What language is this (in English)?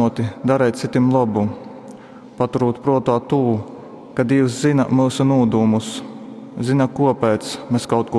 Latgalian